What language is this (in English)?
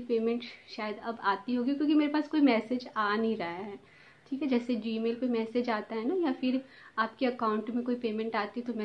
Hindi